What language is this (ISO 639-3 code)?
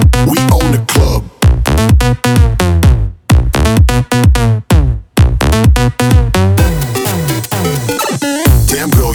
eng